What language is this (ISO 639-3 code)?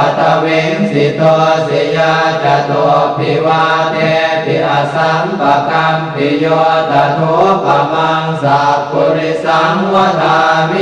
pli